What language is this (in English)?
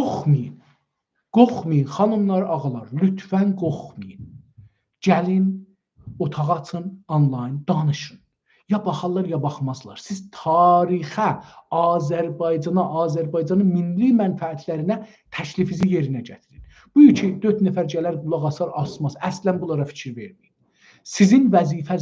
South Azerbaijani